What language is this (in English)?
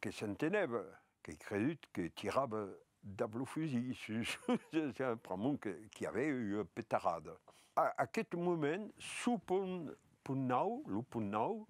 Occitan